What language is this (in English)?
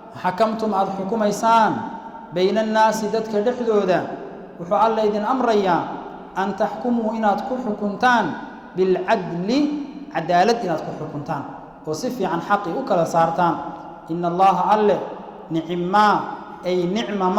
Somali